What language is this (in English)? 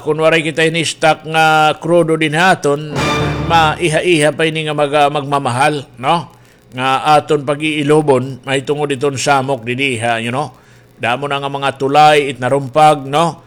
Waray